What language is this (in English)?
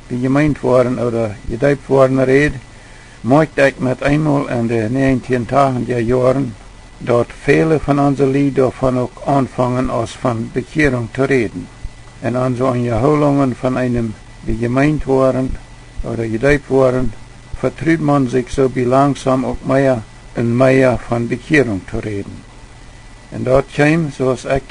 Plautdietsch